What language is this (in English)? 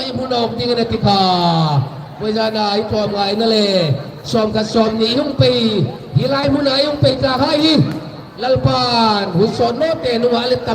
Hmar